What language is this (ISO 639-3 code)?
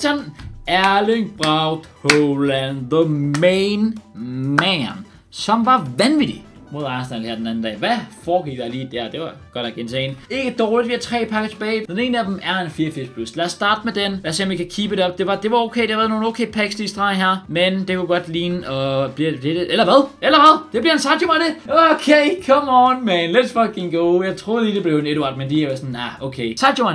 dan